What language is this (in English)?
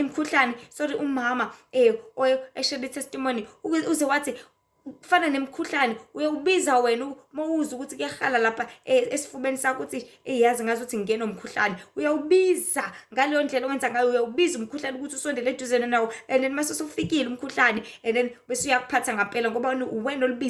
Zulu